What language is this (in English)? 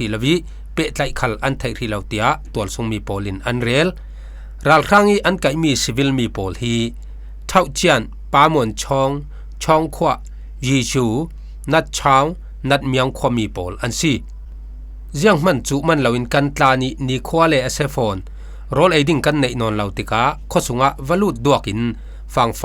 Falam Chin